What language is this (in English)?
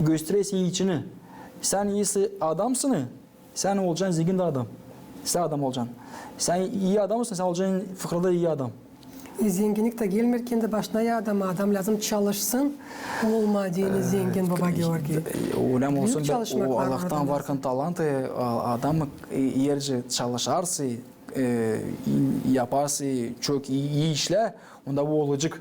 Gagauz